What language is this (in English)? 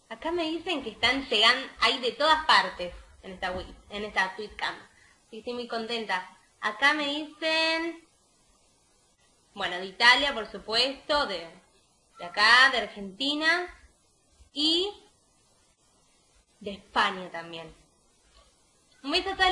Spanish